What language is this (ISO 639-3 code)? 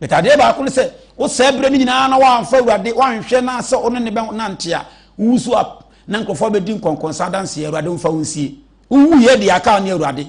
aka